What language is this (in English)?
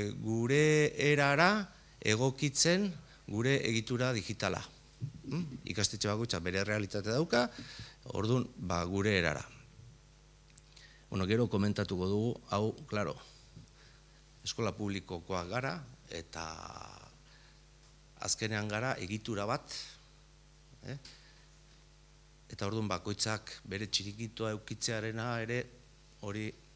Basque